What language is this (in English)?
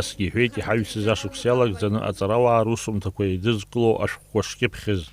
Abkhazian